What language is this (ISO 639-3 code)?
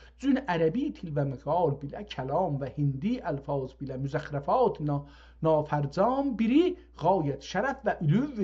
azb